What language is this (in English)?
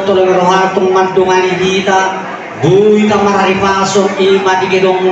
Batak Toba